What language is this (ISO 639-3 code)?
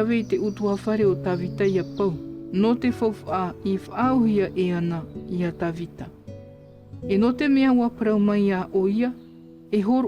tah